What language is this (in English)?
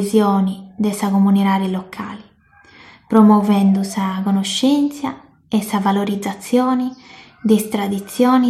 Sardinian